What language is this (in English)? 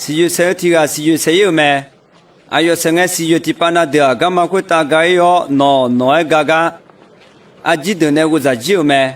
Akha